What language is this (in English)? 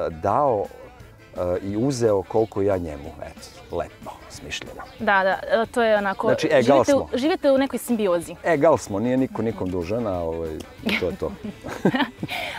Serbian